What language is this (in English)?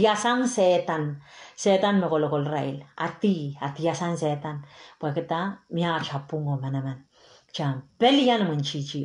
Pohnpeian